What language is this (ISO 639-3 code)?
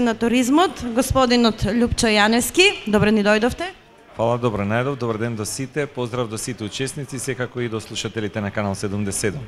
mkd